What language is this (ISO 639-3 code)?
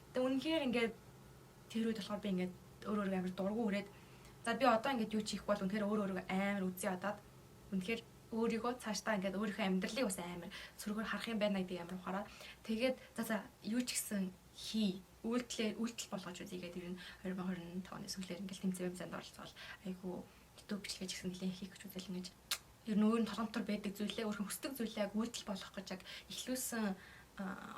mon